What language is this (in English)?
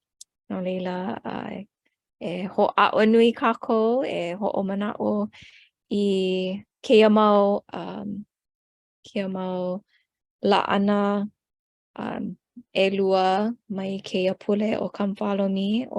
Hawaiian